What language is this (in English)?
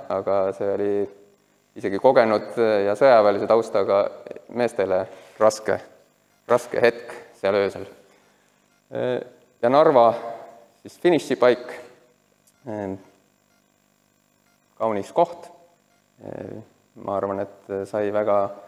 Estonian